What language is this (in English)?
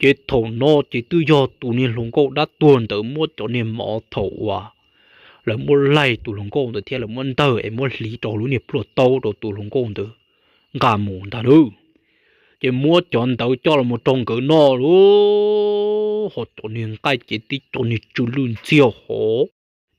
Hmong